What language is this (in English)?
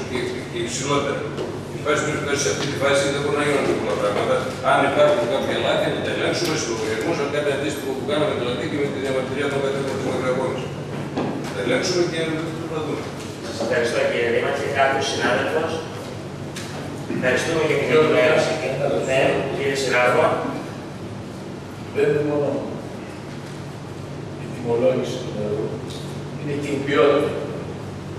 Greek